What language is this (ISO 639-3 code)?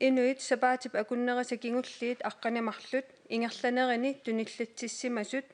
kal